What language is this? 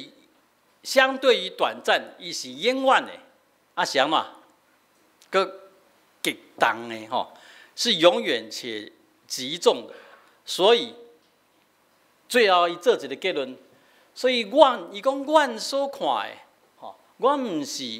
Min Nan Chinese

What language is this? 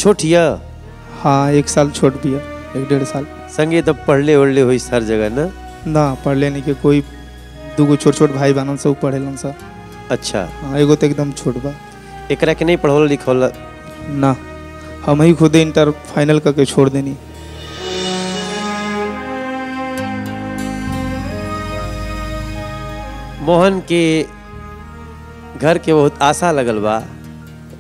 Bhojpuri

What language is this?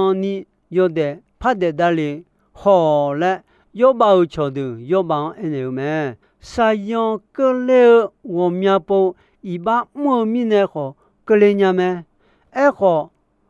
Akha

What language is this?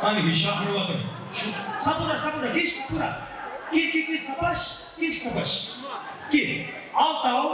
Kara-Kalpak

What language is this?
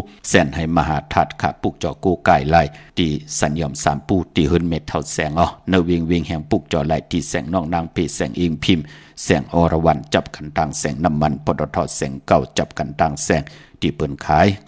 Shan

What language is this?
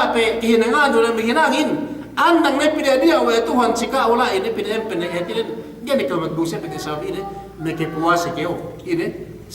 Yakan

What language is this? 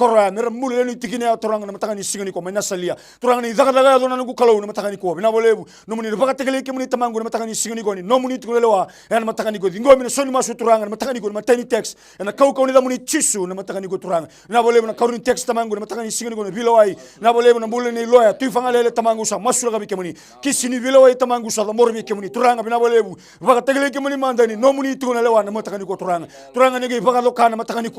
Fijian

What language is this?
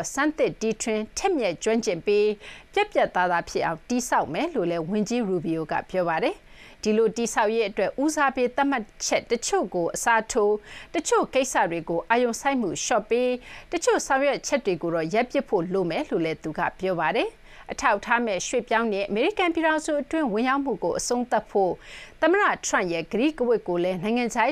Burmese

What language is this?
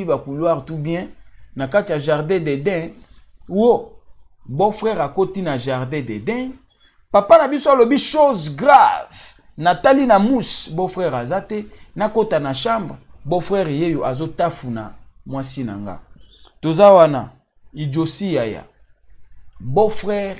Lingala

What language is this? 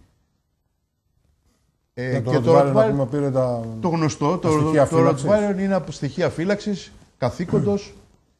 Greek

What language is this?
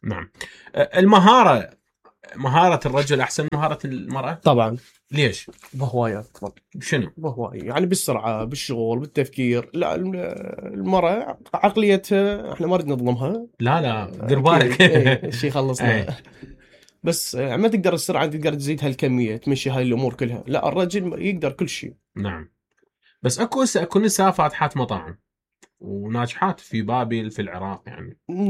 Mesopotamian Arabic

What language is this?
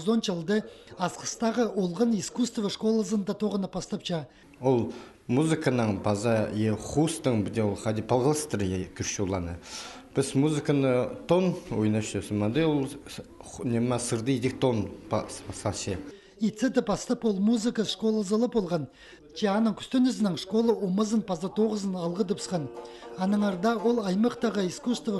Khakas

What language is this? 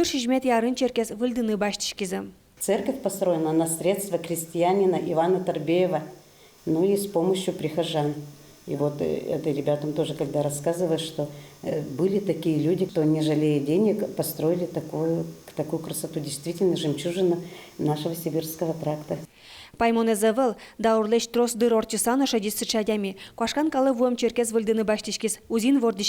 Udmurt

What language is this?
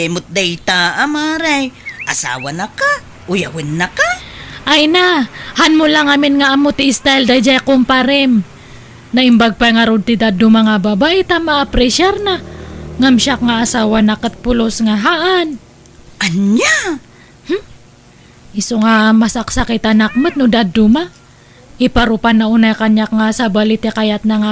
Iloko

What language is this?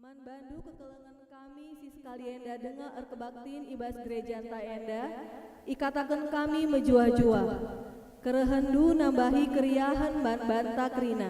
Batak Karo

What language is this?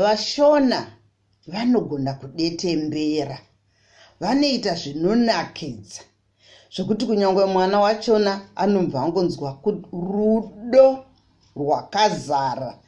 Shona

